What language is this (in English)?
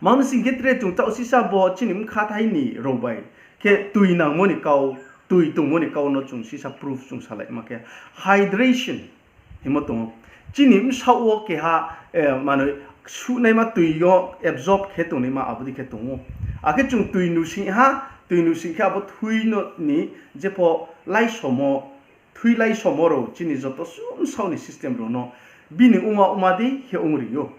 Riang (India)